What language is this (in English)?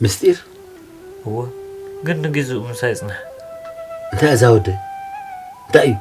Tigrinya